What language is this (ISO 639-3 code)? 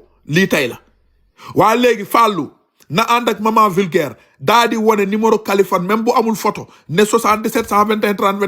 wol